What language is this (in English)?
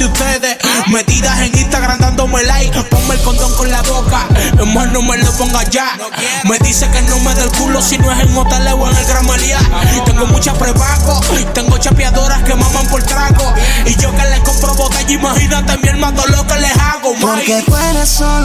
Spanish